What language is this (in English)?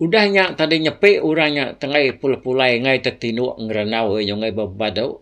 Iban